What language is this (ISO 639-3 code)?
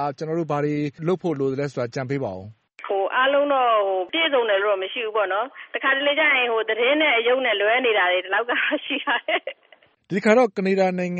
mya